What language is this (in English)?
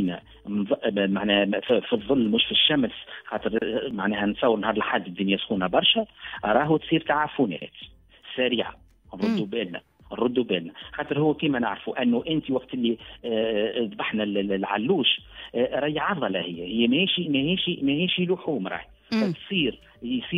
Tunisian Arabic